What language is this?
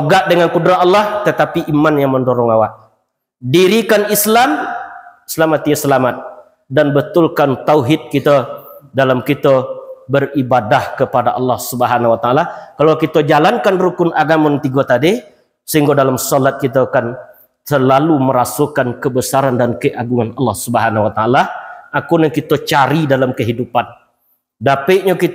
Minangkabau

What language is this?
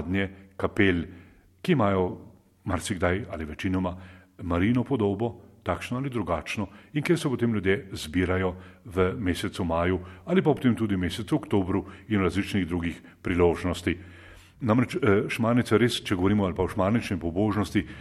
Slovenian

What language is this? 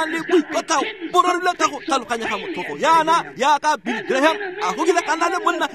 Tswana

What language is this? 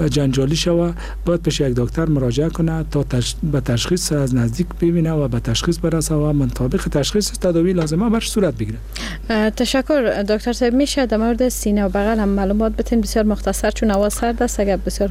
Persian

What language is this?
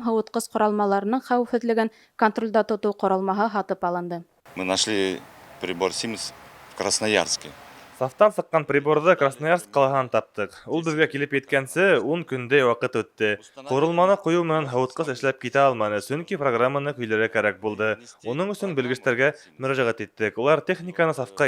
Bashkir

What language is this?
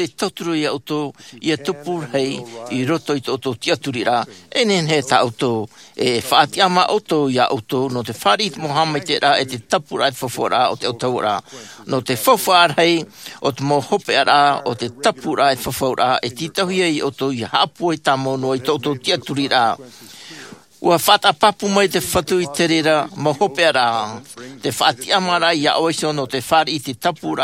Tahitian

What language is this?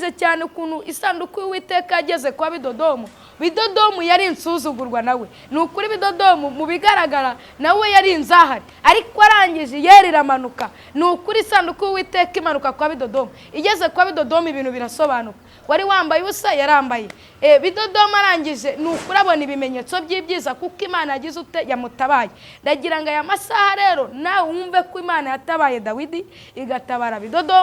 Kinyarwanda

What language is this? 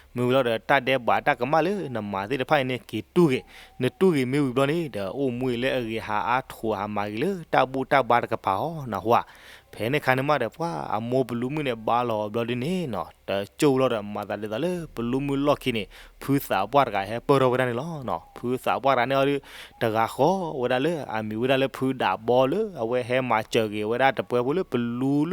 S'gaw Karen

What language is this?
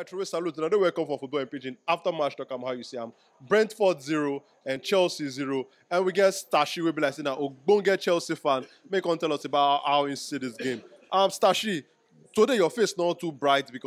Nigerian Pidgin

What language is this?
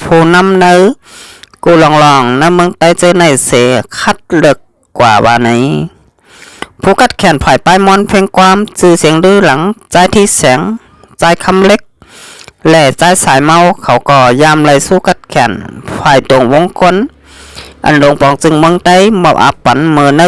Shan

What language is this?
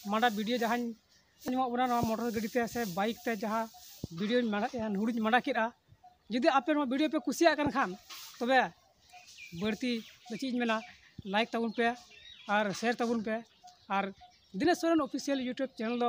Santali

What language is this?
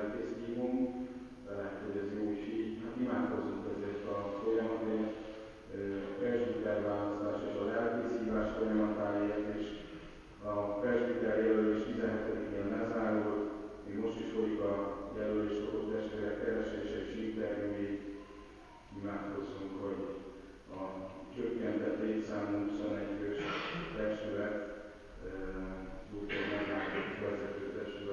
Hungarian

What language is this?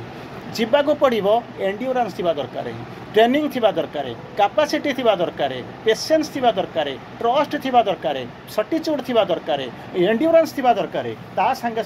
Odia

